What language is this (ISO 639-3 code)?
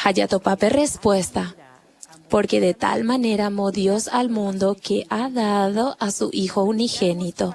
grn